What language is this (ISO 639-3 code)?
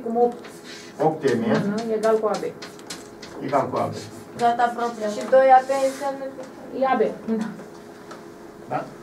ron